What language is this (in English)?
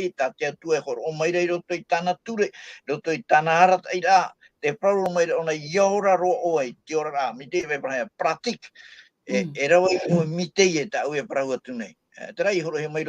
Tahitian